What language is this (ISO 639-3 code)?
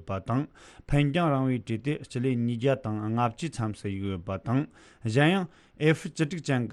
bod